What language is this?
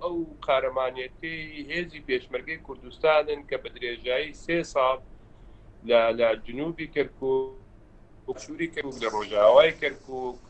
Central Kurdish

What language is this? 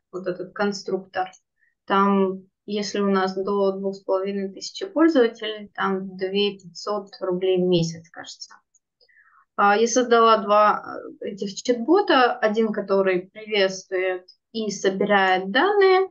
Russian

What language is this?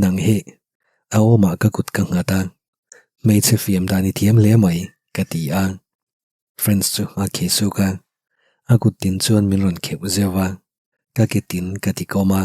Mizo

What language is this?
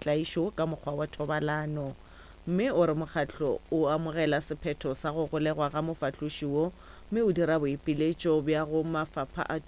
Northern Sotho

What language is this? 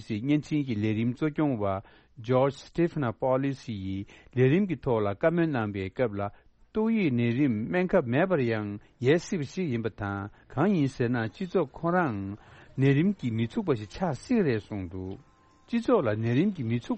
Tibetan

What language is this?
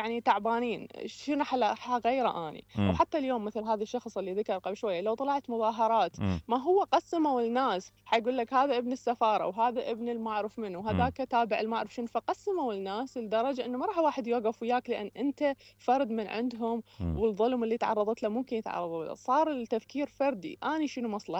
Mesopotamian Arabic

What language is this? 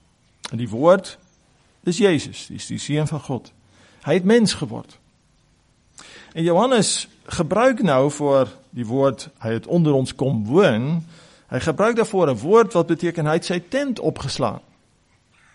Afrikaans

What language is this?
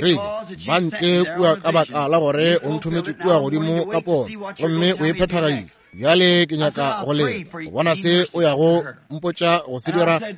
Northern Sotho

